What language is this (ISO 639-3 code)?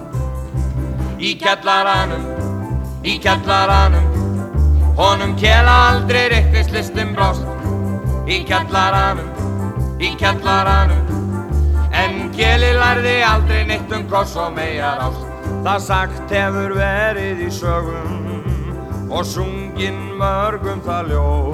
isl